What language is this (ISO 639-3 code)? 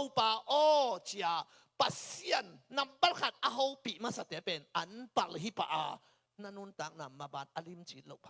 ctd